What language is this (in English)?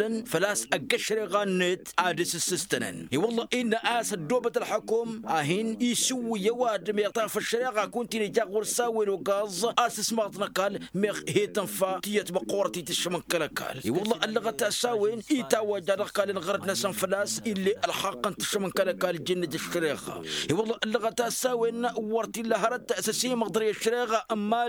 Tamasheq